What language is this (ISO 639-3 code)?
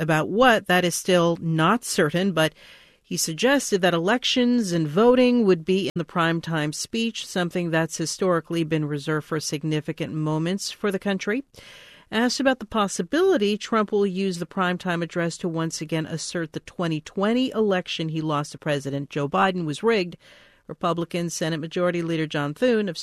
eng